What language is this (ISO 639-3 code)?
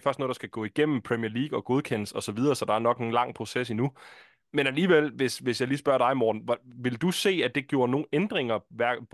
dan